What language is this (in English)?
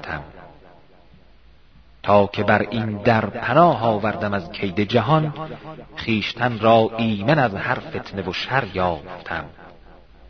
Persian